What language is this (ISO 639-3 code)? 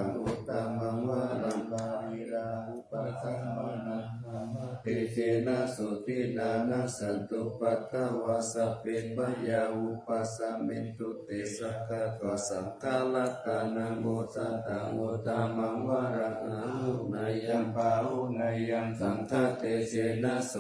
pli